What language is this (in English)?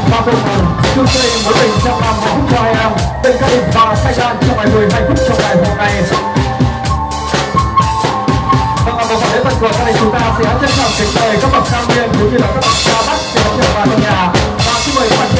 Vietnamese